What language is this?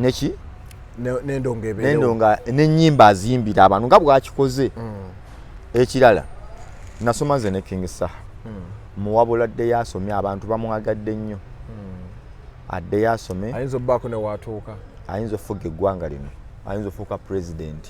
Ganda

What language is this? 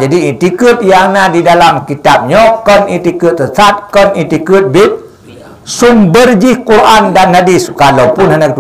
Achinese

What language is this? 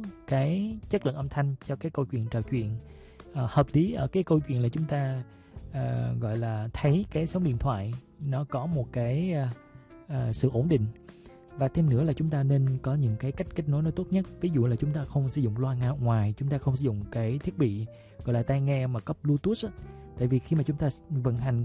Vietnamese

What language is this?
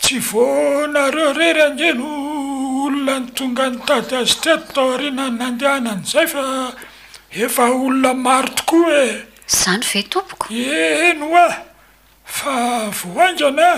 Malagasy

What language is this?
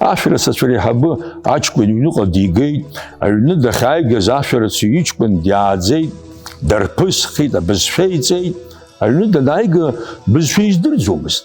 Abkhazian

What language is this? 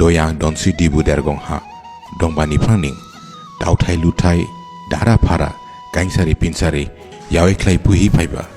Dimasa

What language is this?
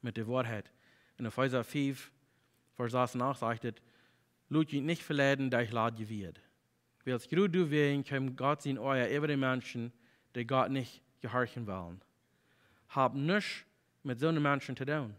Plautdietsch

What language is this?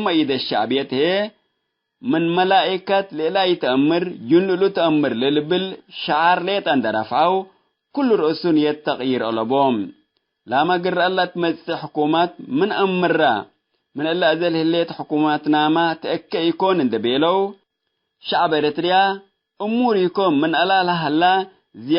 Tigre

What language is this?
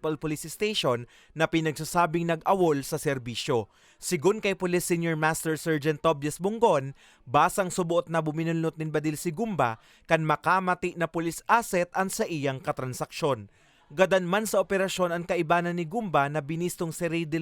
Bikol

